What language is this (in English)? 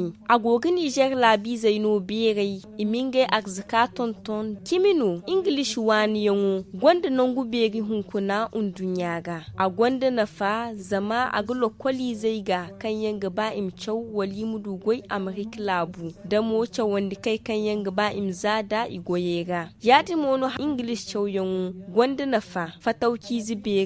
Zarma